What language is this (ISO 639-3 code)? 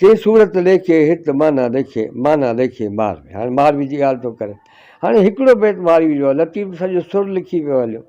snd